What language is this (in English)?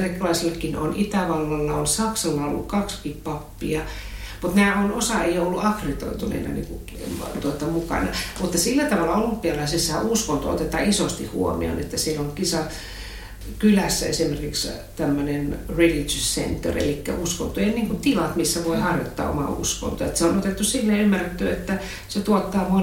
Finnish